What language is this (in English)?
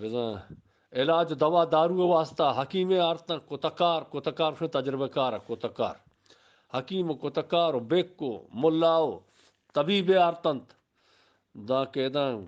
Eastern Balochi